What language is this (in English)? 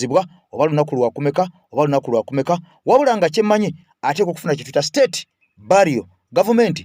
Ganda